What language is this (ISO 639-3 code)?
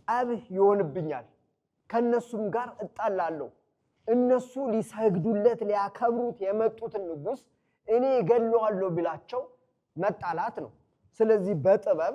amh